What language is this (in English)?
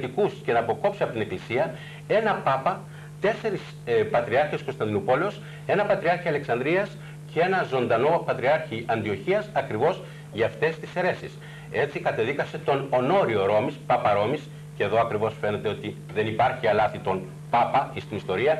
Greek